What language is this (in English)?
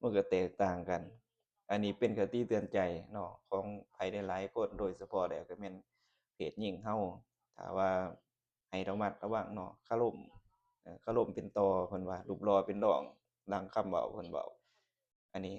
Lao